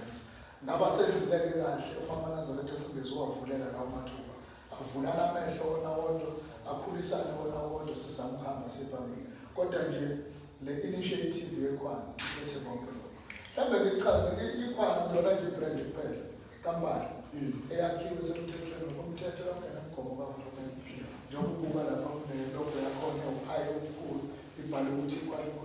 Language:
Zulu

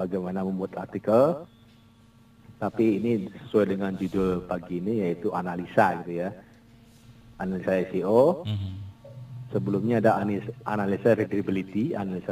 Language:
Indonesian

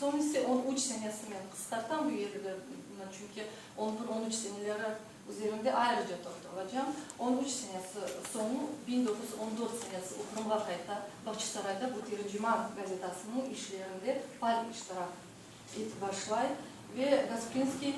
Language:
Crimean Tatar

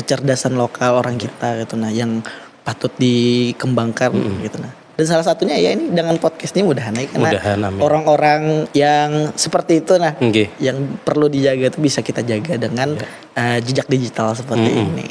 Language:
Banjar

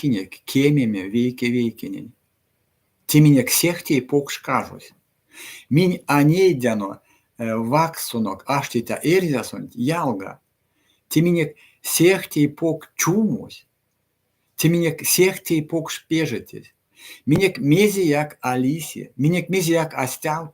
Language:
Erzya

